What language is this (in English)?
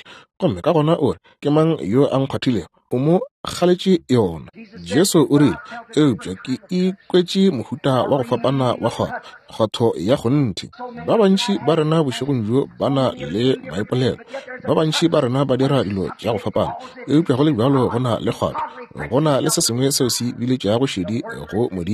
Northern Sotho